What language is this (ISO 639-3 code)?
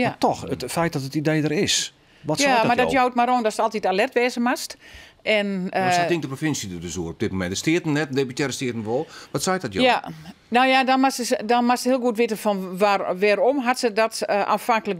fry